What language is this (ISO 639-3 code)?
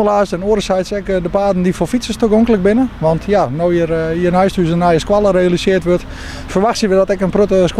fry